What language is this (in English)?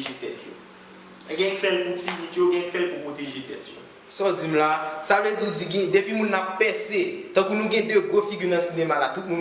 Haitian Creole